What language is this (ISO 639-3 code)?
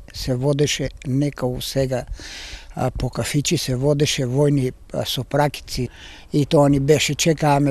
mkd